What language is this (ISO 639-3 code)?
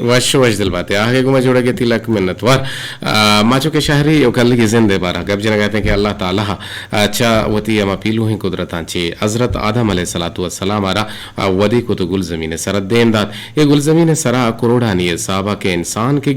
bgp